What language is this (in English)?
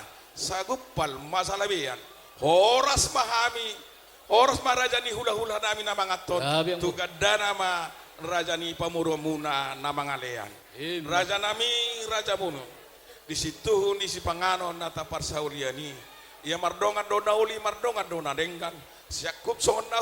Batak Toba